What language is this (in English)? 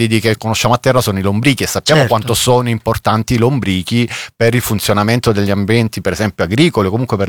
Italian